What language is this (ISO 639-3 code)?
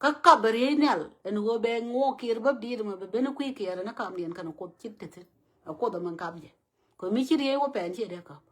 nus